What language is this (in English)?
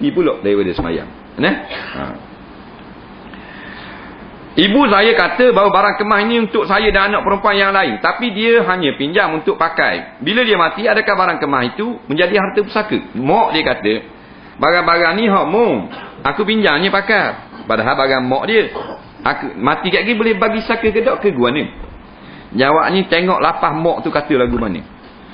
Malay